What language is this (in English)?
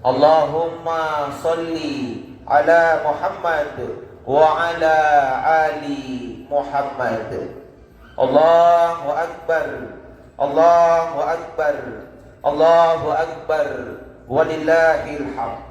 Makasar